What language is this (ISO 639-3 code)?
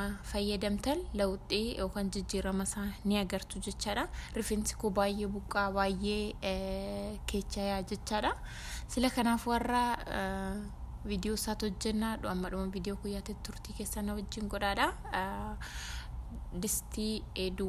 orm